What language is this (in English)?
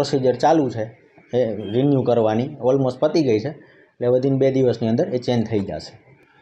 Gujarati